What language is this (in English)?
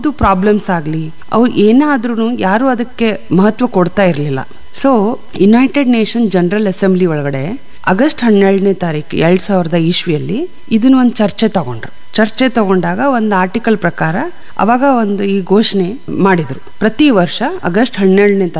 Kannada